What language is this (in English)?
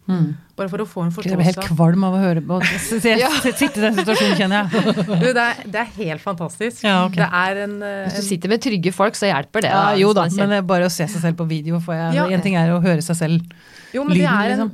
Norwegian